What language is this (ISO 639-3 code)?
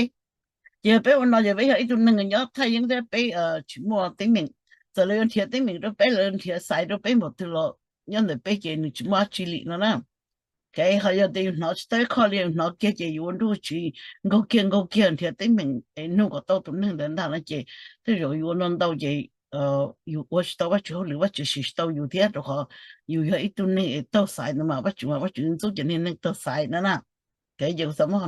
hmn